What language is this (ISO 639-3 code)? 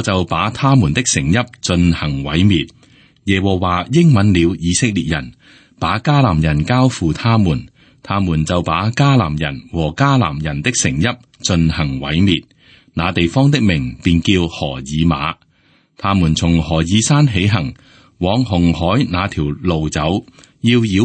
yue